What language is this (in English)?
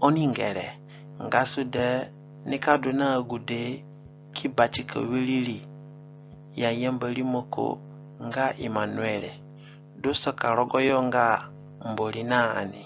Zande (individual language)